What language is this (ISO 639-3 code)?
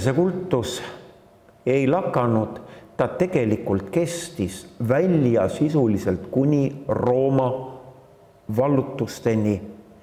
est